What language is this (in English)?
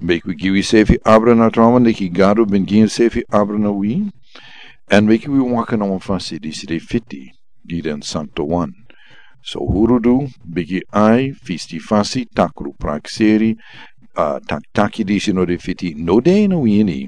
Sranan Tongo